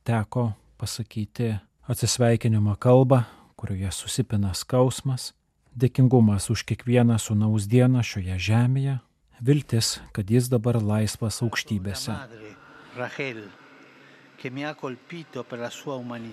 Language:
Lithuanian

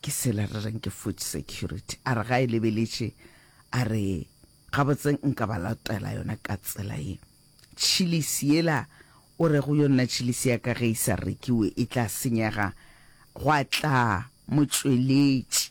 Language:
Northern Sotho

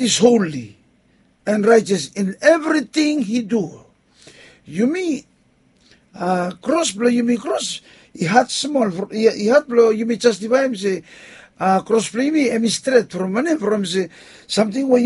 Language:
Bislama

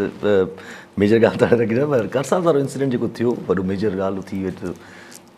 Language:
Sindhi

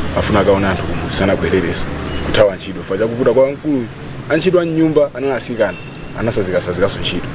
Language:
Nyanja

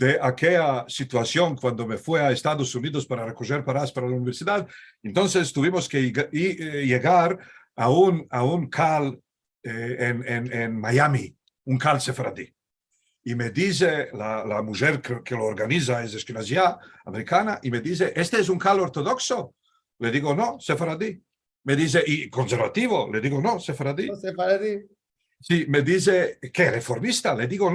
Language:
Ladino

